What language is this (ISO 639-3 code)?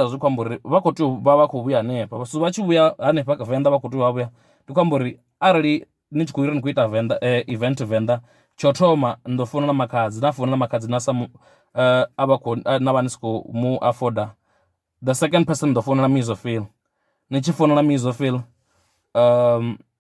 ven